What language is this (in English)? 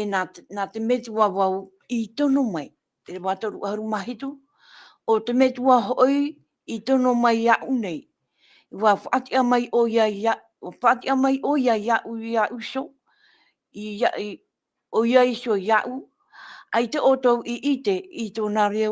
Tahitian